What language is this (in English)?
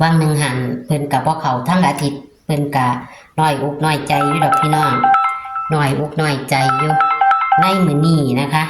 Northeastern Thai